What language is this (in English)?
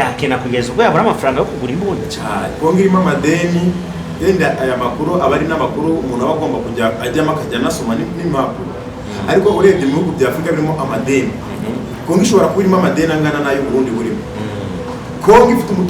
Kinyarwanda